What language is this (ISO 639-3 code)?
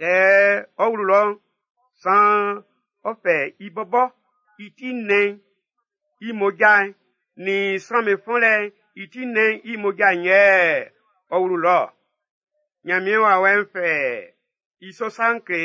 bci